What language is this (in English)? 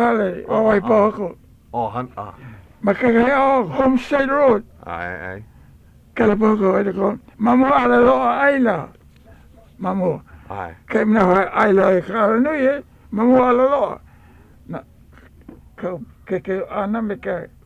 Hawaiian